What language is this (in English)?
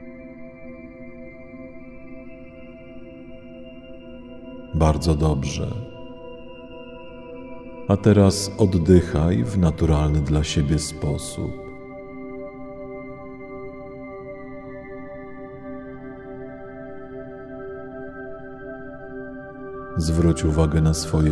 Polish